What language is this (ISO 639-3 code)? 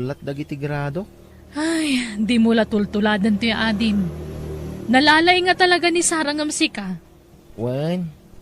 ilo